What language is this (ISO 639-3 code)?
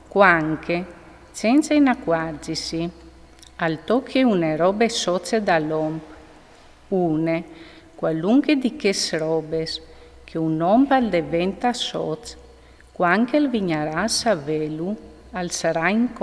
fur